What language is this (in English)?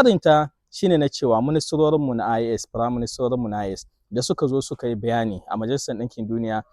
Hausa